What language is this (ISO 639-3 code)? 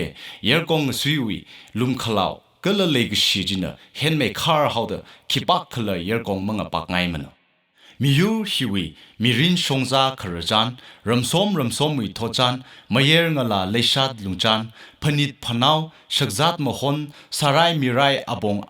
nmf